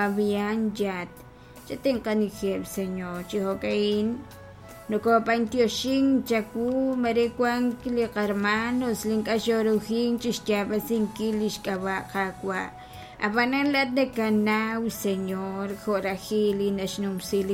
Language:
Kekchí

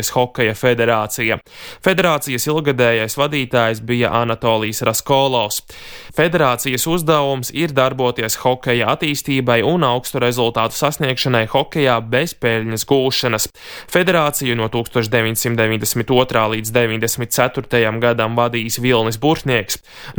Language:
Latvian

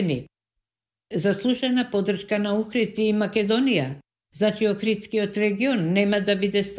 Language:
Macedonian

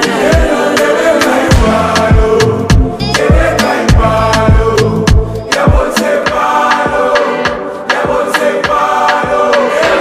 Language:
Bemba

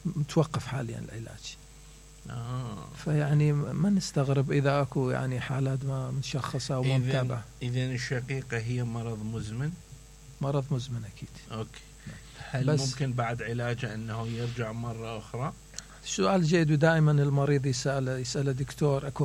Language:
Mesopotamian Arabic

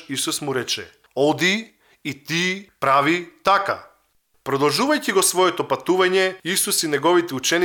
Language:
Macedonian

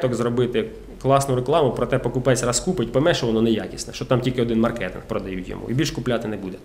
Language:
Ukrainian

